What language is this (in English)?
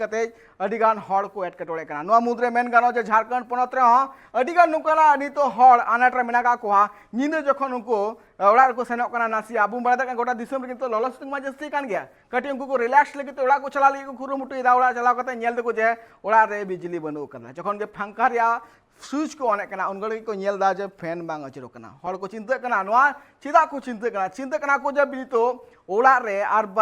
Santali